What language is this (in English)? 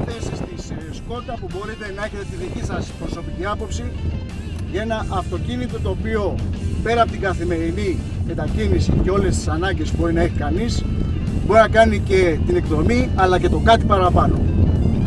Greek